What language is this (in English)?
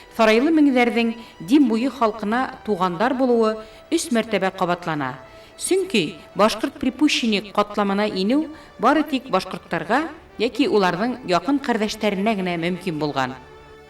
Bashkir